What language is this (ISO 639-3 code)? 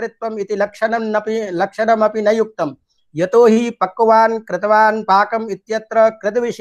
san